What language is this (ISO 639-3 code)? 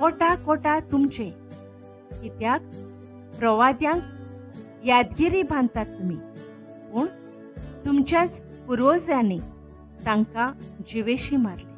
kok